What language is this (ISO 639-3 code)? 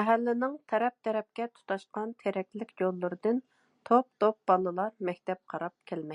uig